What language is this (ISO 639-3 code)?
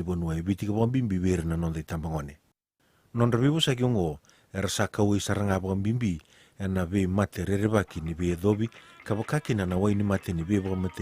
fij